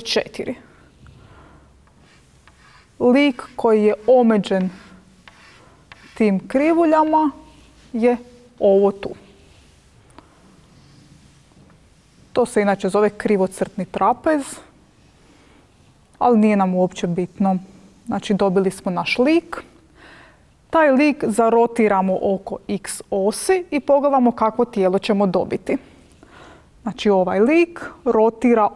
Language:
Croatian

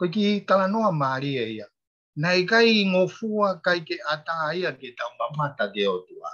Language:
Tongan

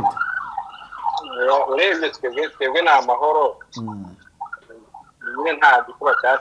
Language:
Kinyarwanda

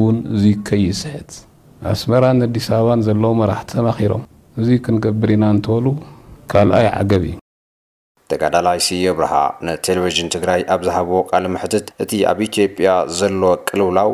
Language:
Tigrinya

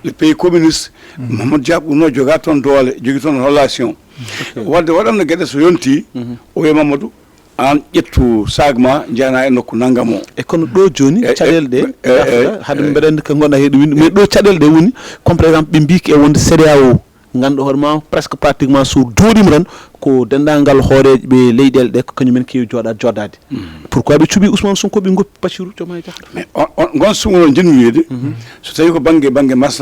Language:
Fula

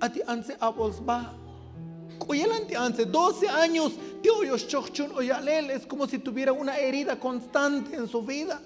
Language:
Tzotzil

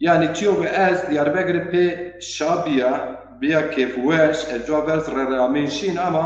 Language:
Zaza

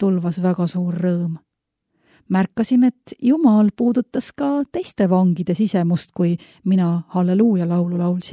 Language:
Estonian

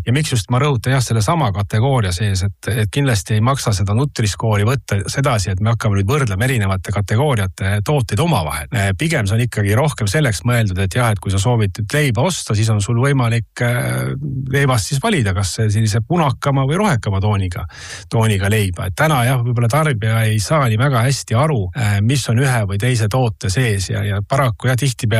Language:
Estonian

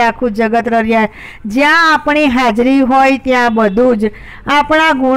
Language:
Gujarati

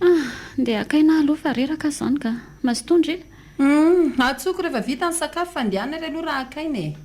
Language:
Malagasy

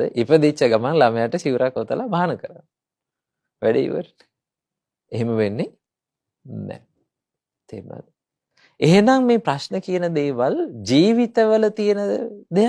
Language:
Sinhala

